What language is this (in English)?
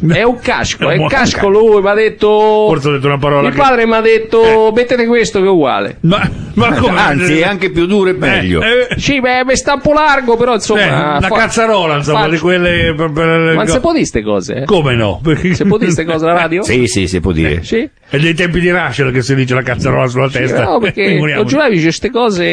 Italian